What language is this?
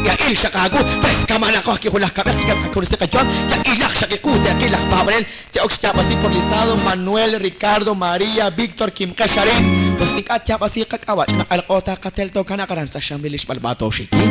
Kekchí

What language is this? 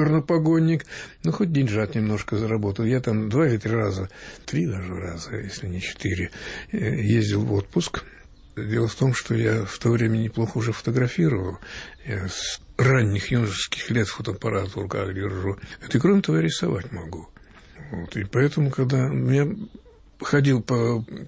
Russian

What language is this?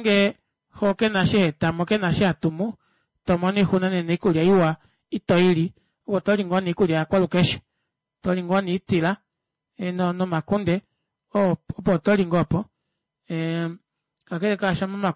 Kuanyama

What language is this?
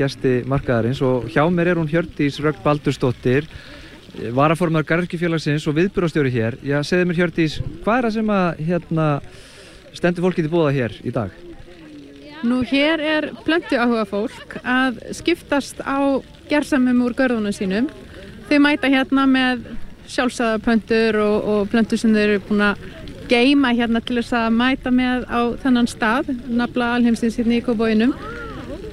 Icelandic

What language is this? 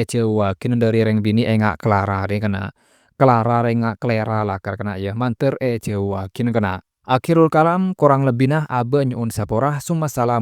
Madurese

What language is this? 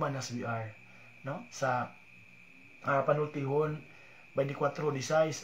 Cebuano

